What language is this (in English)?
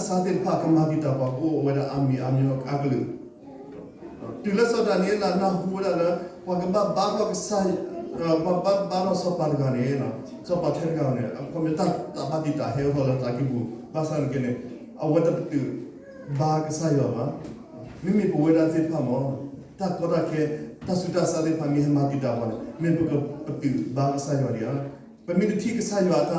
S'gaw Karen